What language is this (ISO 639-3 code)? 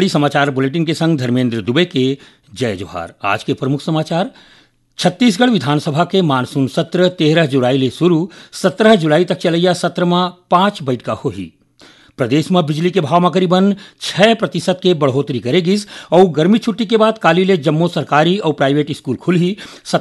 hne